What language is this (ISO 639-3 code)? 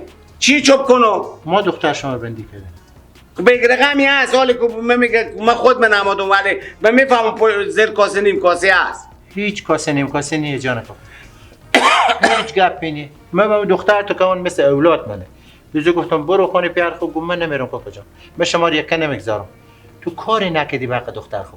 fas